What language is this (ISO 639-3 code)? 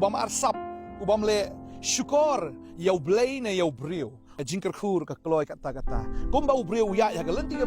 kha